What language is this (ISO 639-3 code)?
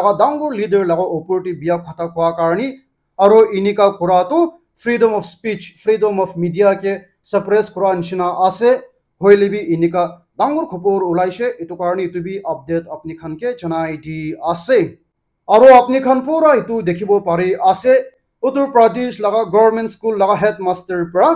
nag